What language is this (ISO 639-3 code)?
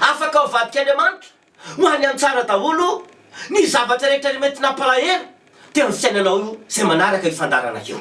mlg